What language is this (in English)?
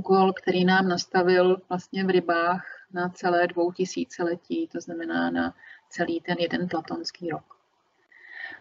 Czech